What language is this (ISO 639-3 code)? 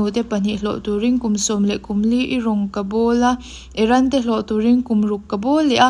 lus